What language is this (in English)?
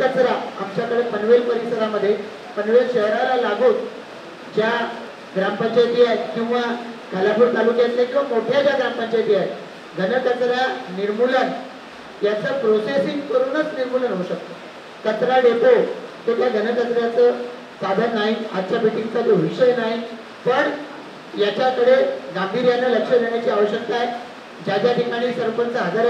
Marathi